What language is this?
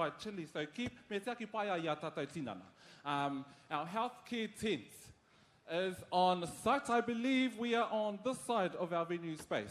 Māori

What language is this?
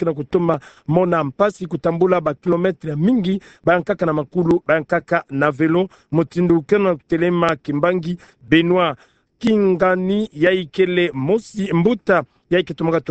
Kituba (Democratic Republic of Congo)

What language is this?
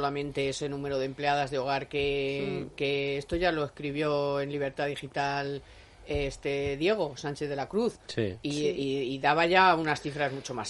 Spanish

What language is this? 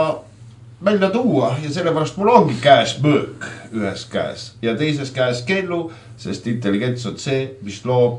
Estonian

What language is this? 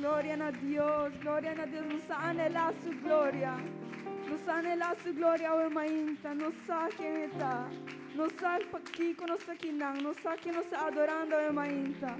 Papiamento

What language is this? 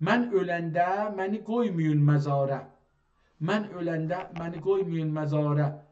South Azerbaijani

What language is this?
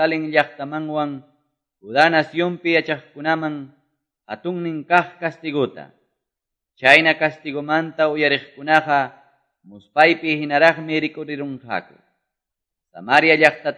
Quechua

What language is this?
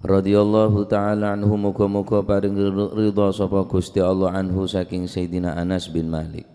Madurese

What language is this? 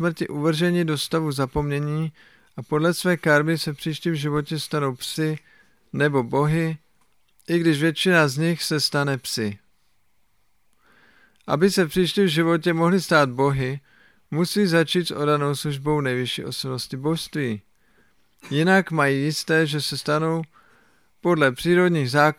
Czech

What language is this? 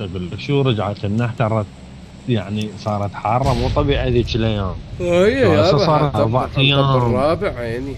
Mesopotamian Arabic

